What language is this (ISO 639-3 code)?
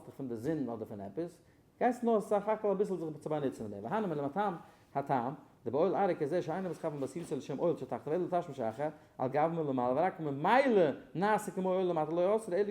yid